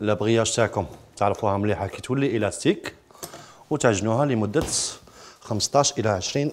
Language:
Algerian Arabic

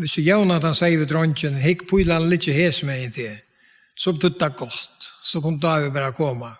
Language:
Faroese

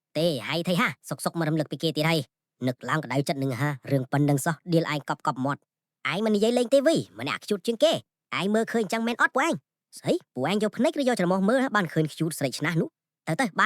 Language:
Khmer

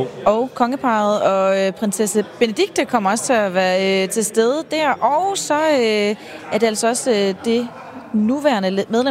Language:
Danish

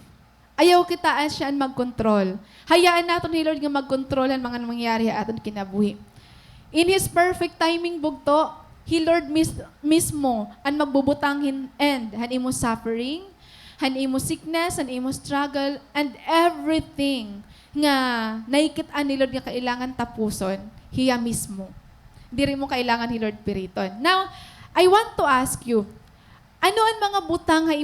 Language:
Waray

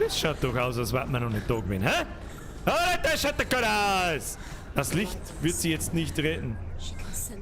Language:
Bavarian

